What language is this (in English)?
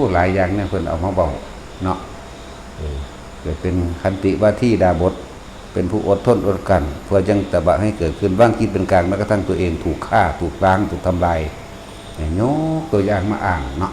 Northeastern Thai